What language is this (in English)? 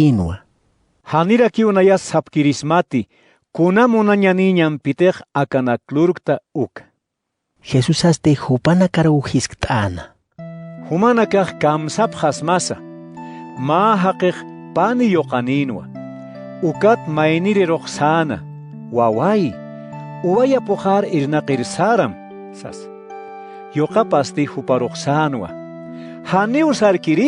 Aymara